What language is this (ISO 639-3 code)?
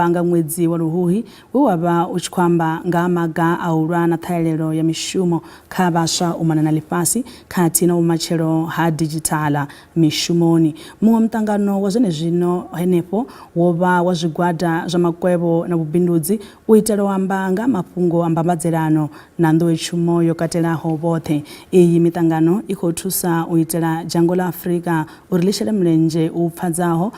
ven